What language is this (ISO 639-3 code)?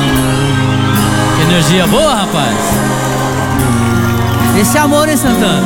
por